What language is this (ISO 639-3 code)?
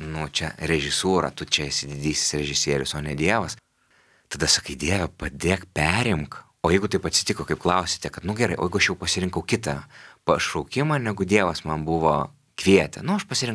lit